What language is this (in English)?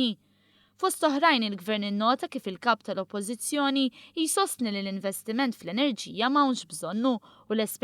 Maltese